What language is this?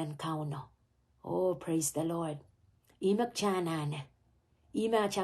Pohnpeian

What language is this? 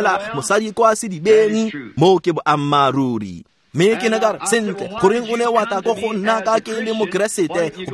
Tswana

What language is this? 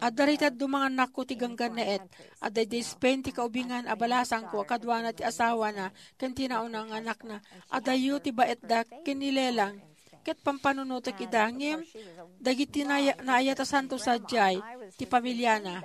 Iloko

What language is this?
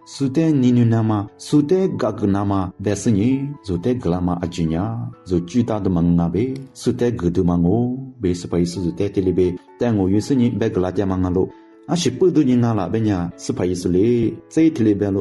Lisu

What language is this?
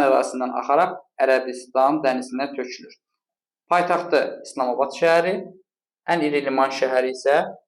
Azerbaijani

